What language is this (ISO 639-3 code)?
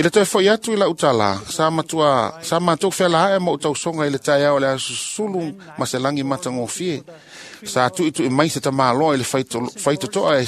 smo